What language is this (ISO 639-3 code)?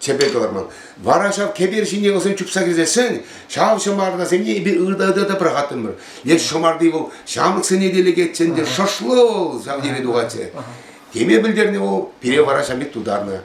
chv